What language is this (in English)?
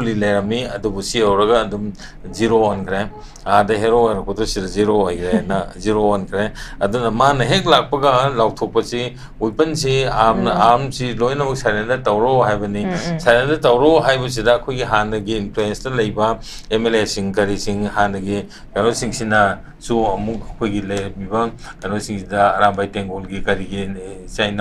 Manipuri